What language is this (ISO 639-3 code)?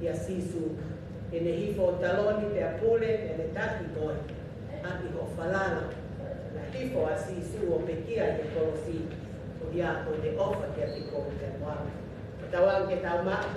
ton